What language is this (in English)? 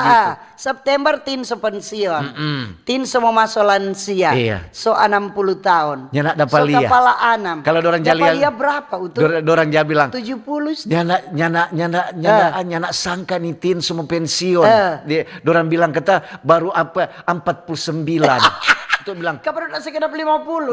Manado Malay